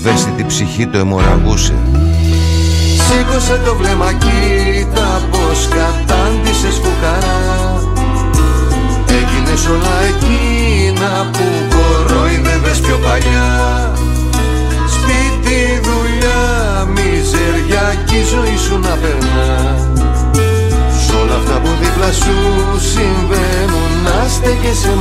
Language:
Greek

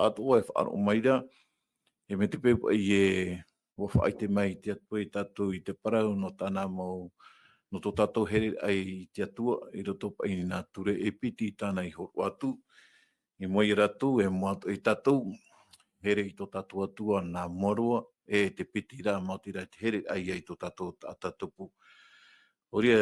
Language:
Tahitian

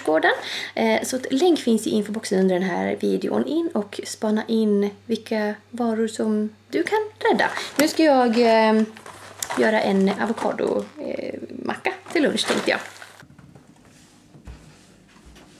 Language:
Swedish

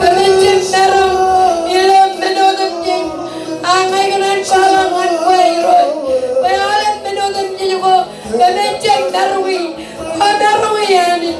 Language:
Marshallese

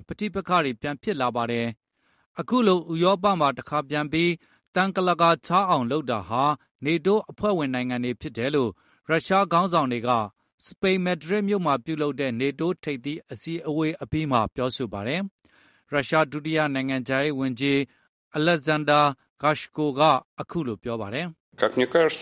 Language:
Burmese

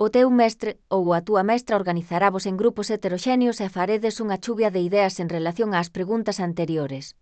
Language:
Galician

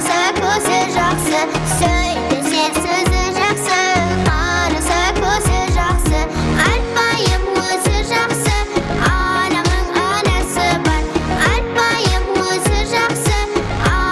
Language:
Kara-Kalpak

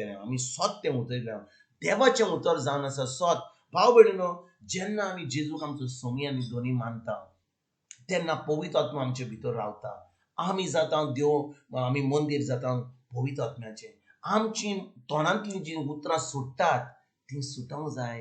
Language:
Konkani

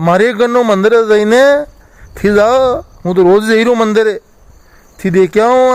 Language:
Rajasthani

